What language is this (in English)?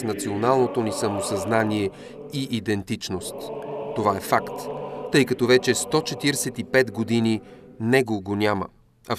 Bulgarian